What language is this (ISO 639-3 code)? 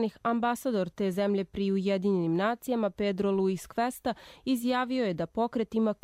bos